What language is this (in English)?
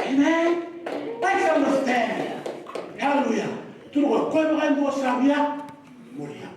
Fijian